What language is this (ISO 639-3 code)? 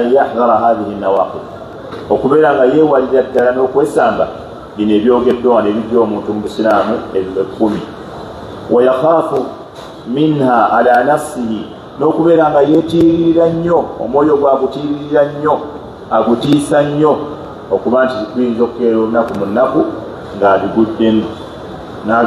lug